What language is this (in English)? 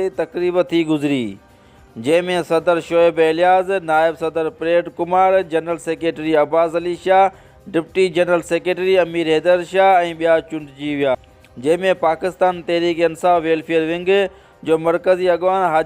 Sindhi